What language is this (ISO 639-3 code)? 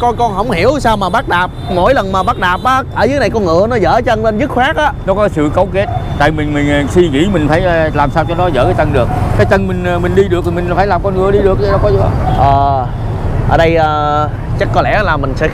vie